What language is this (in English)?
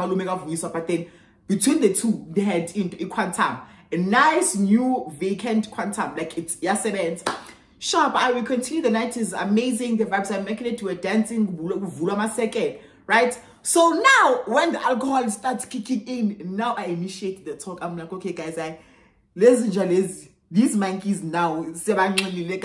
Shona